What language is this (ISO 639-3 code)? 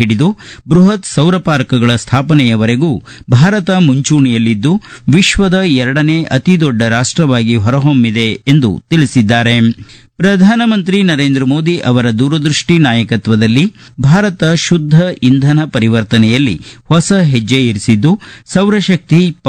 kan